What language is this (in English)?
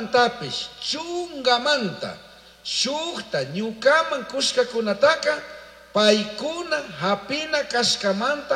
Chimborazo Highland Quichua